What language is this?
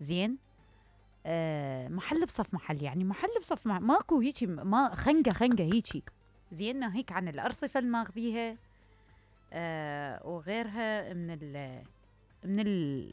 Mesopotamian Arabic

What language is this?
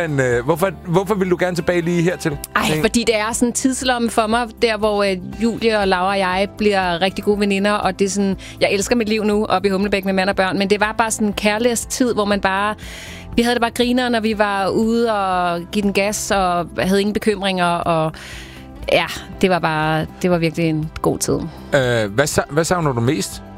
Danish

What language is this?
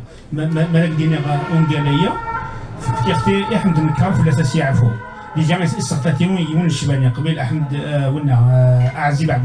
Kabyle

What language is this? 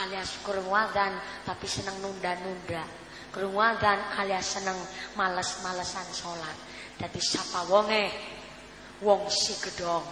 Javanese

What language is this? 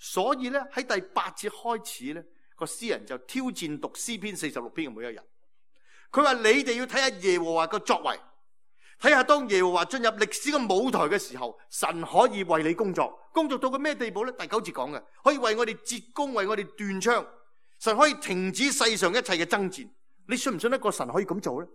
Cantonese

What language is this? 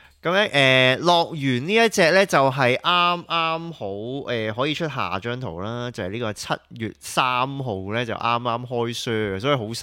Cantonese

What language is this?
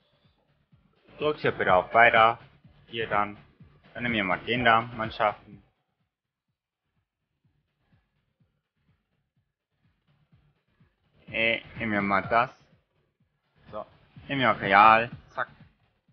German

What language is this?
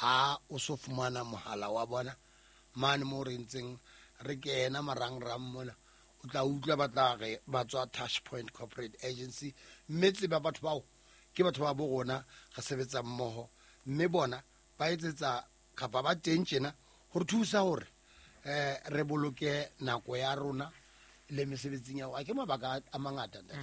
Southern Sotho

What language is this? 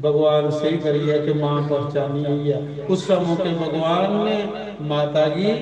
Dogri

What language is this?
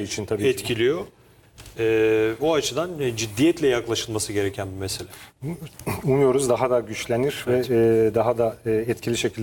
Turkish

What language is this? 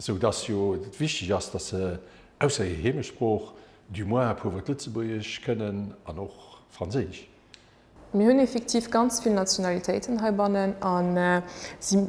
Luxembourgish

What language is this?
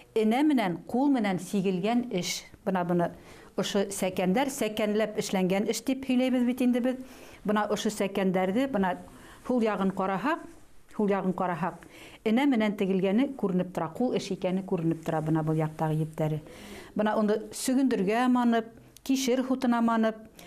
Bashkir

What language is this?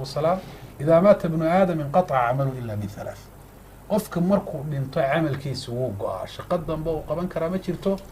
Somali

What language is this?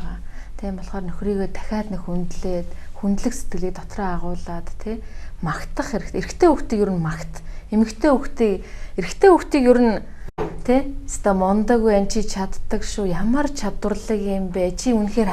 Mongolian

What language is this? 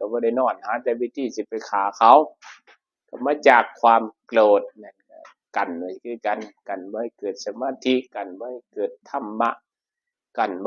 Northeastern Thai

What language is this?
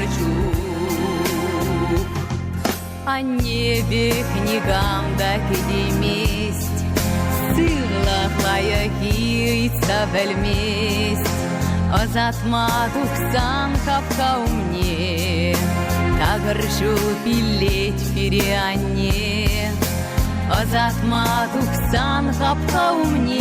Chuvash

